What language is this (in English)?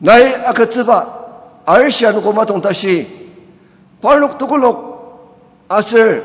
Ao Naga